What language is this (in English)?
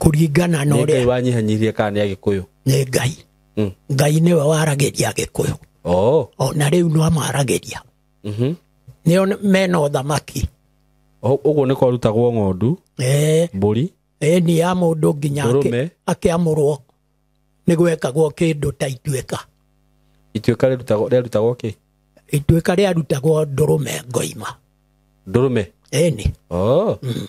Kikuyu